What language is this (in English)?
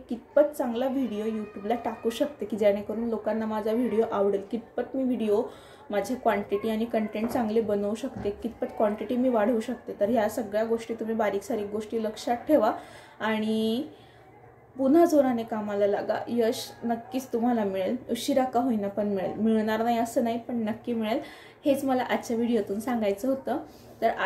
Marathi